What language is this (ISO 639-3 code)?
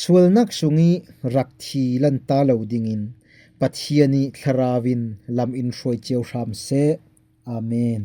cfm